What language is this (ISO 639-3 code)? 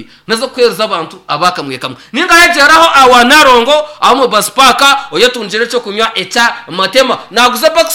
nyn